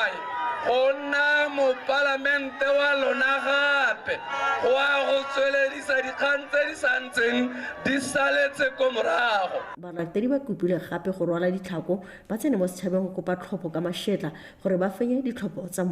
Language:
Tswana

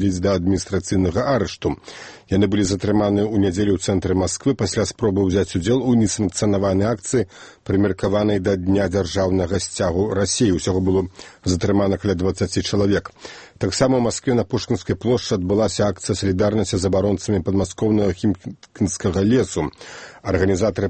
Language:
Belarusian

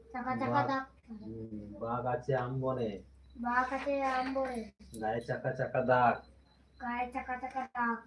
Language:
Santali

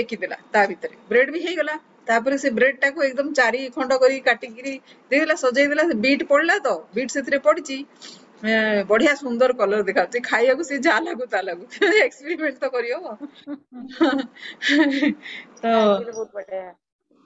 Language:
Odia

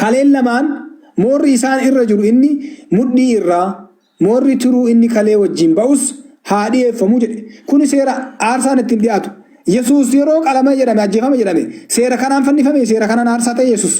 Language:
Oromo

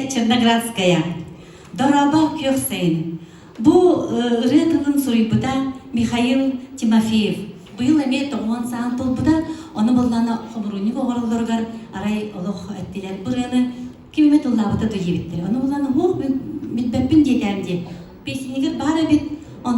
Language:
Yakut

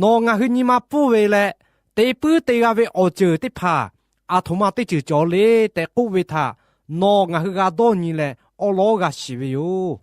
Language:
Lahu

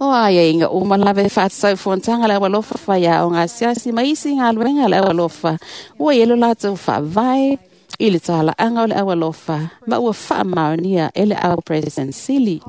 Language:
Samoan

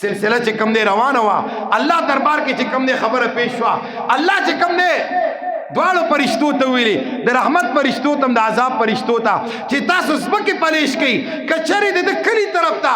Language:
Pashto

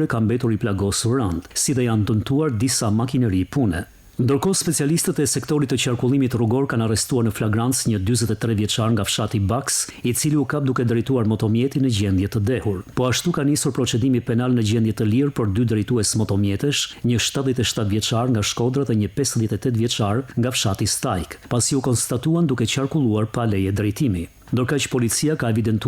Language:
Albanian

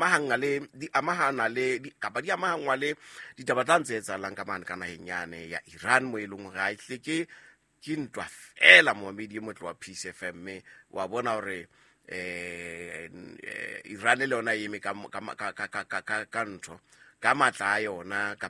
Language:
Southern Sotho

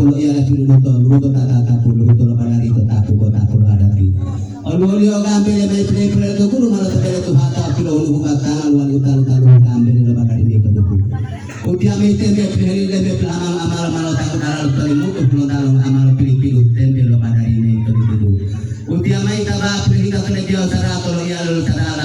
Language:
Gorontalo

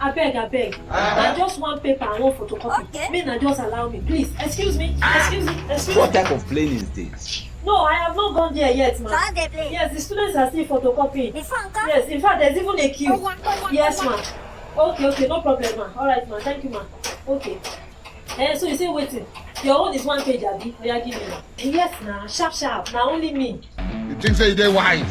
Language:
Nigerian Pidgin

